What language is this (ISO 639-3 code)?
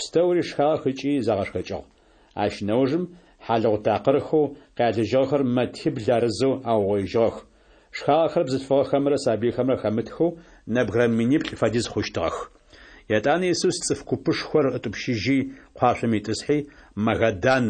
ady